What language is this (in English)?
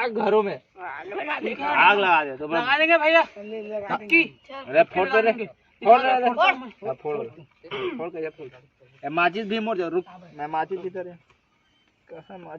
Chhattisgarhi